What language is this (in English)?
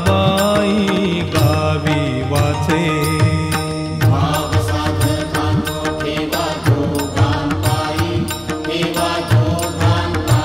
Marathi